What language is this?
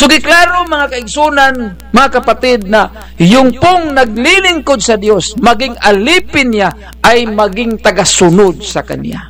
Bikol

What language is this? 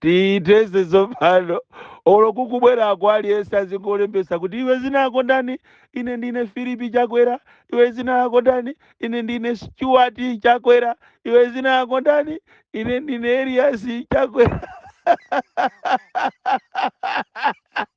Nyanja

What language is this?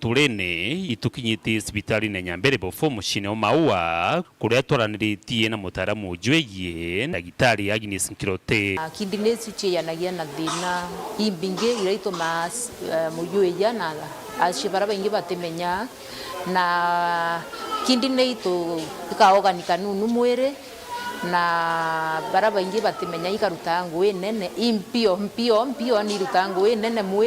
Meru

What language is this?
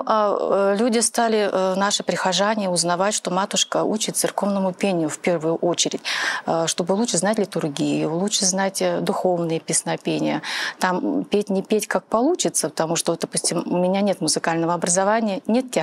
Russian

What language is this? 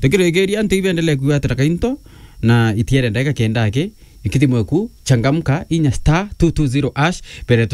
Meru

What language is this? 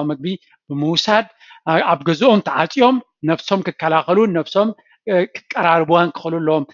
Tigrinya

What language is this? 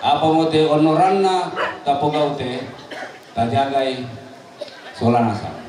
Toraja-Sa'dan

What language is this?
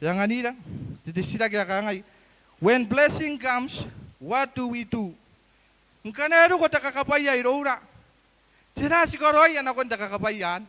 Gilbertese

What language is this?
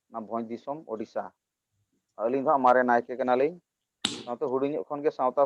Santali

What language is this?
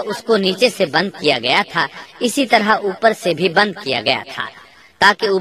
Urdu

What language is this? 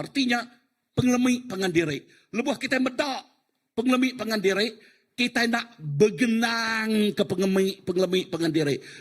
Iban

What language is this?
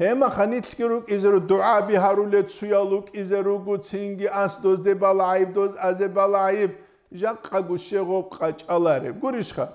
Avaric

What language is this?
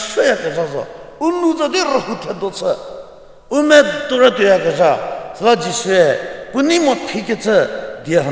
Angami Naga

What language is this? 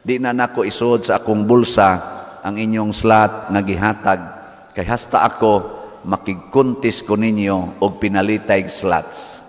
Cebuano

